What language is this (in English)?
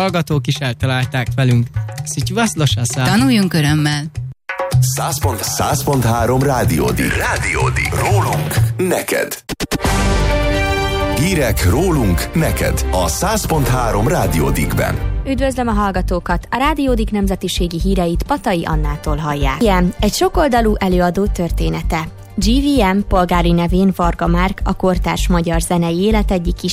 Hungarian